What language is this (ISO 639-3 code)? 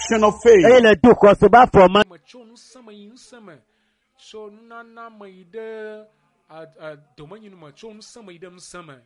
ewe